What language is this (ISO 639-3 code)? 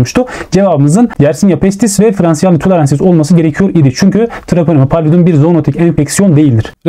tur